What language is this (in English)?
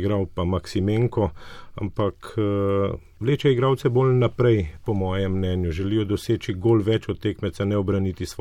Slovenian